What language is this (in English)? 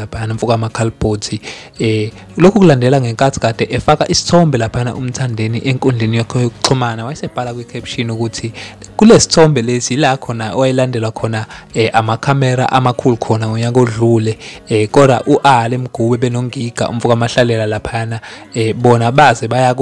Zulu